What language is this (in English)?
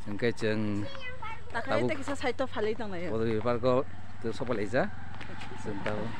Kok Borok